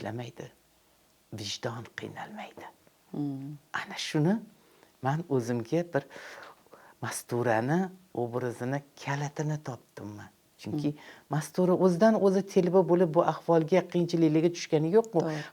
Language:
Uzbek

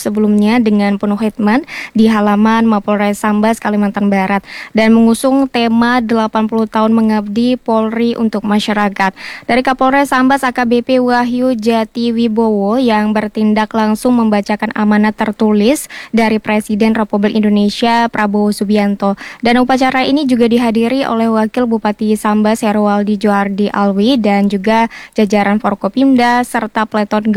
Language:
Indonesian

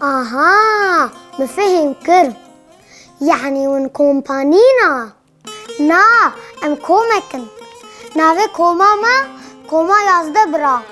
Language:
Kurdish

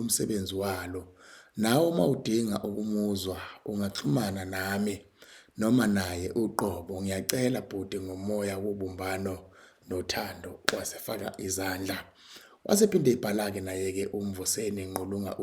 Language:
Zulu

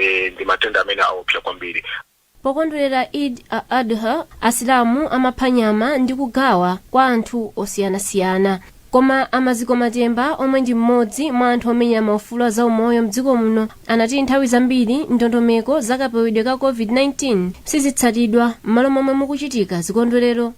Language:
Nyanja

